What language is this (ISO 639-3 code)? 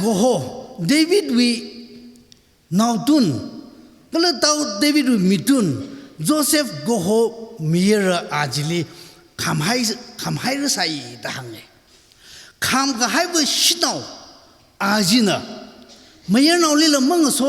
nmf